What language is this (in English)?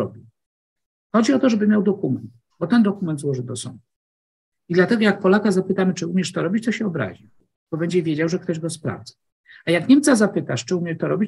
Polish